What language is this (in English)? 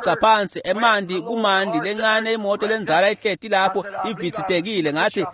Swati